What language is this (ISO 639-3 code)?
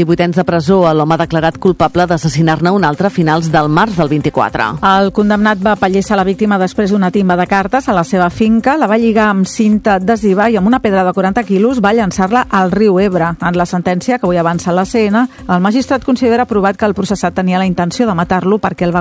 cat